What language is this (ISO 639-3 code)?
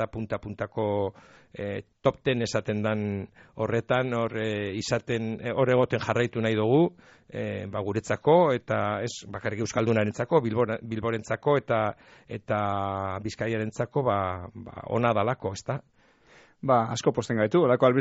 eus